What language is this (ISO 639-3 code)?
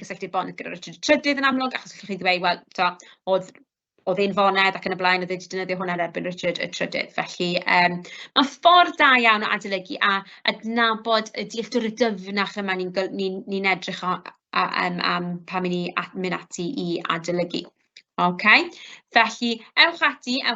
cym